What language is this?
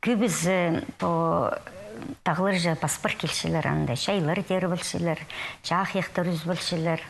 Khakas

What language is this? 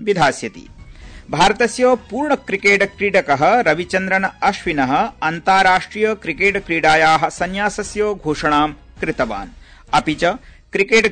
Sanskrit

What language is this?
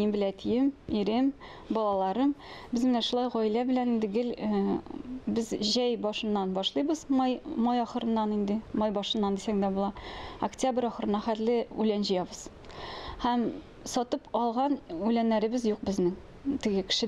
Tatar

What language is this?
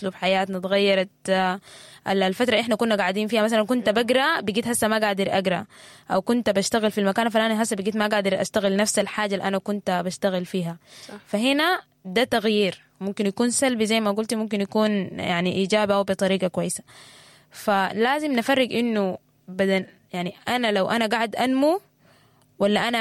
Sudanese Arabic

